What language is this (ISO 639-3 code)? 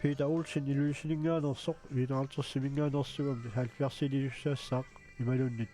kal